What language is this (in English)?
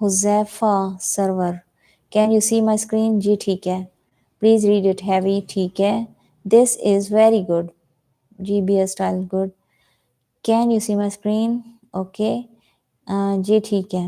Saraiki